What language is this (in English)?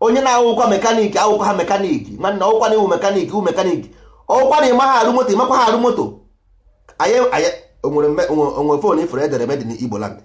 Igbo